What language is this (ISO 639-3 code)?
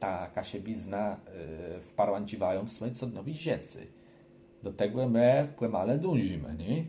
csb